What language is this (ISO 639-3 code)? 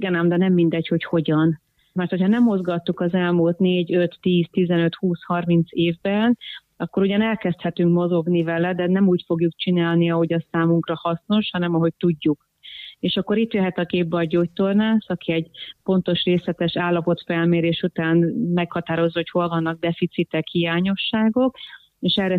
hun